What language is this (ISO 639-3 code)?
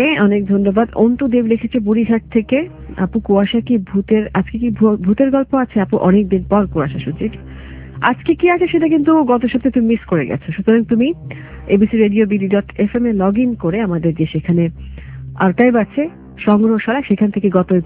ben